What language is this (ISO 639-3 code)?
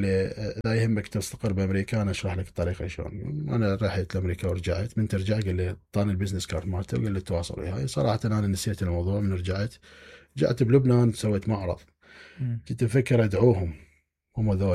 acm